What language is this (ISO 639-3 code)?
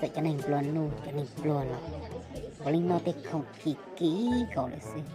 hmn